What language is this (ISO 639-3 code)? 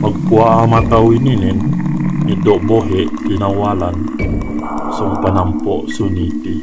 yka